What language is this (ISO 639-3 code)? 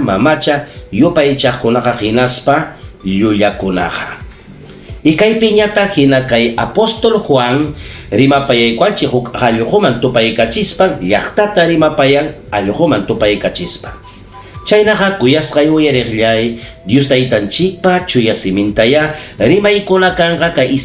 quy